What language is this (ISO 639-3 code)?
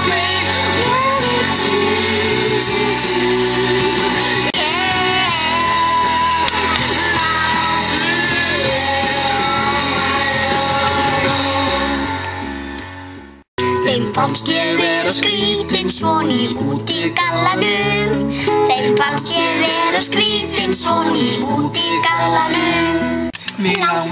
isl